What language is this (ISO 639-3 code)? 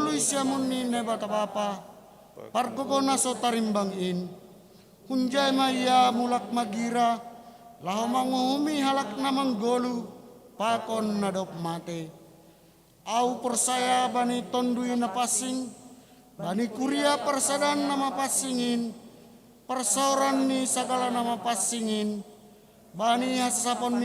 bts